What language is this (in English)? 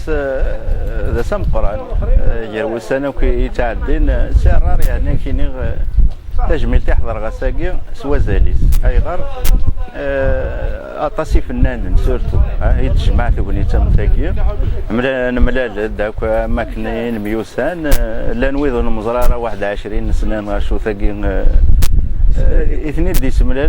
Kabyle